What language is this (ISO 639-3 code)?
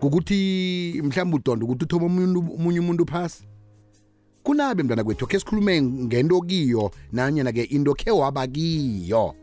nbl